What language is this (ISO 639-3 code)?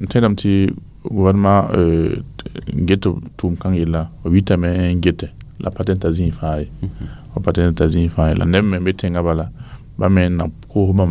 mos